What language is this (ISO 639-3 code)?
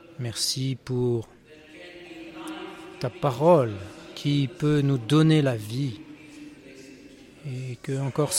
fra